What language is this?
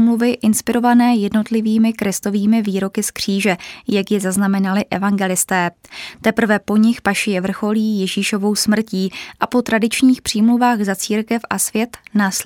Czech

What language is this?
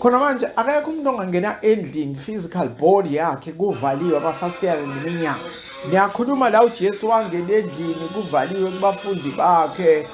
Zulu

